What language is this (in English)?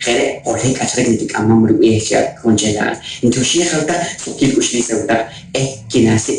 Poqomchi'